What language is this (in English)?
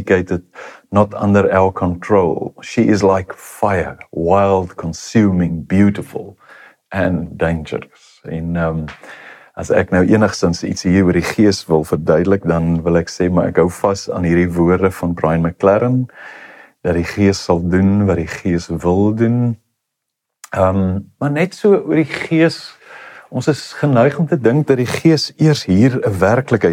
Afrikaans